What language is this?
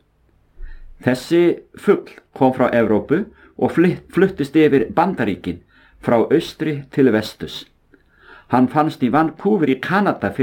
Icelandic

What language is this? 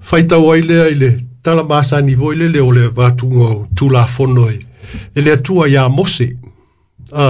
Samoan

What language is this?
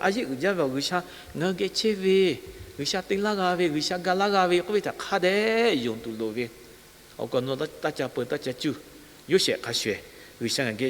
Lahu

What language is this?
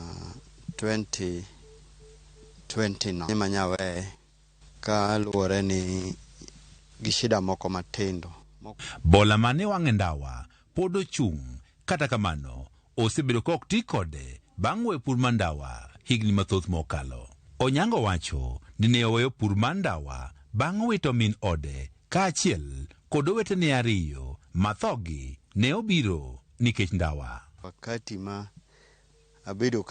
Luo (Kenya and Tanzania)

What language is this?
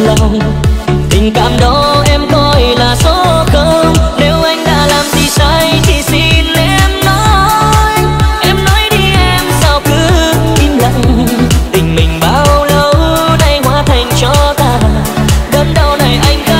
Vietnamese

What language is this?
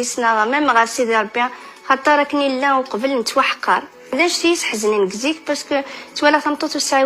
Kabyle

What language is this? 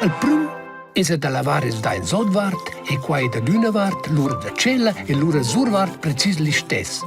Romansh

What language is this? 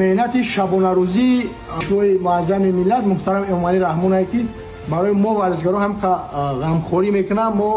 Tajik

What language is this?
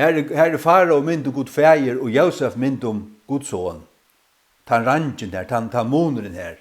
Faroese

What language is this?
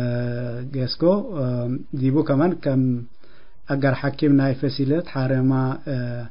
Tigre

